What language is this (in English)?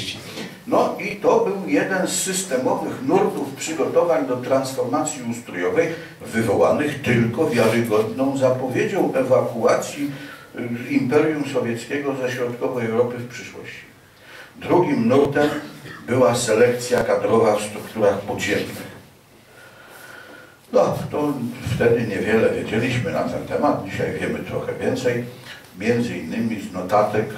Polish